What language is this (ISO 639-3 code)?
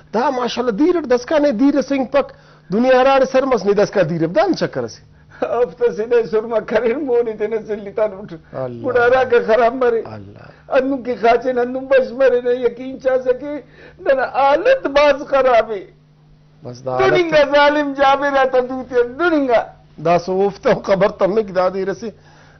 brh